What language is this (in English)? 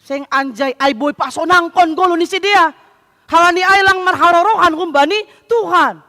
Batak Simalungun